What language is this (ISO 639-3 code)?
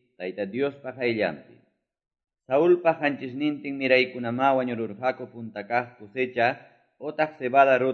que